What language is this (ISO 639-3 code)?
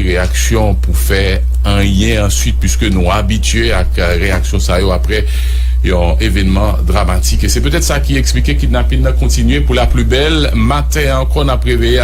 hat